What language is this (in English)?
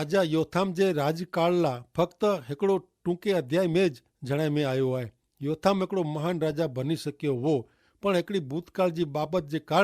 Kachhi